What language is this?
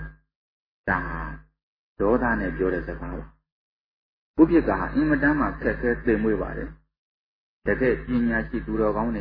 Burmese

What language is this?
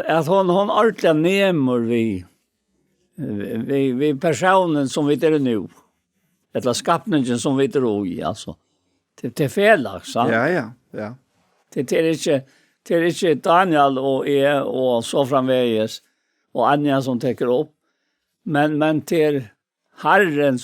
Faroese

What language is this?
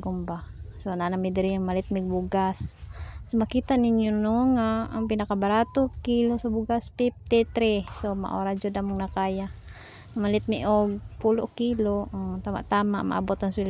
Cebuano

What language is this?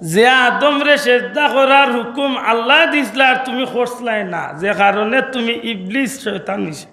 Sylheti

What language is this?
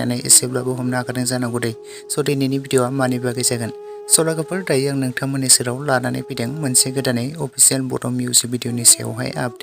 Bodo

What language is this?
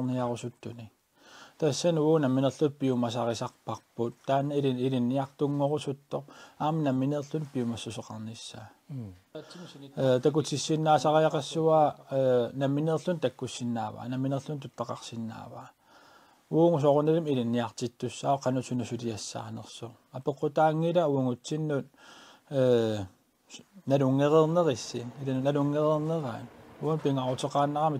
Kalaallisut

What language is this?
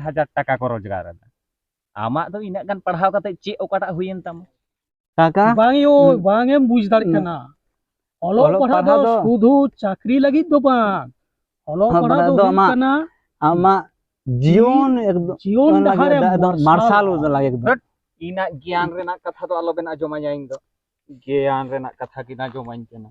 Santali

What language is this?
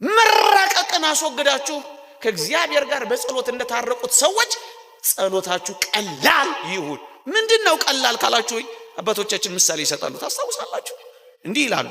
Amharic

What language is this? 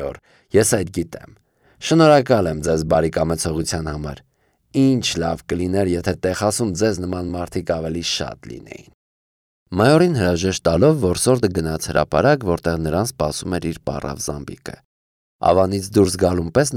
Armenian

